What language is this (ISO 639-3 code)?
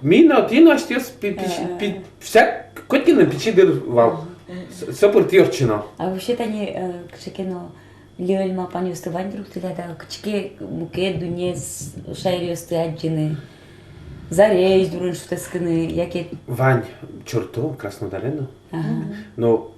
udm